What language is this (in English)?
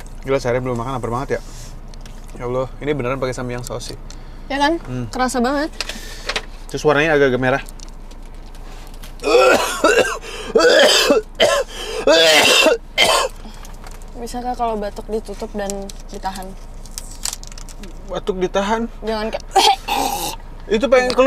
Indonesian